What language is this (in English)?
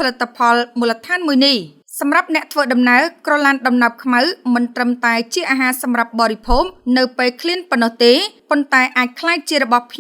Khmer